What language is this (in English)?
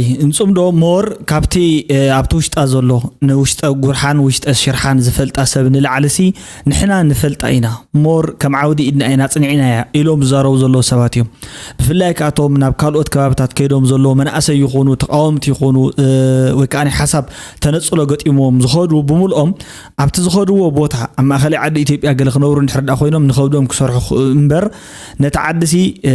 Tigrinya